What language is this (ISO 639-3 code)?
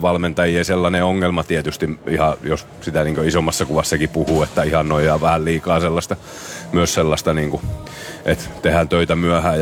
fin